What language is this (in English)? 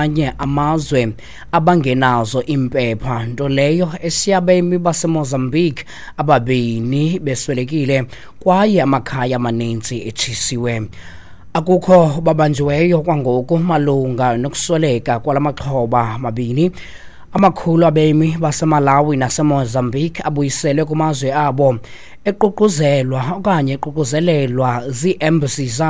Xhosa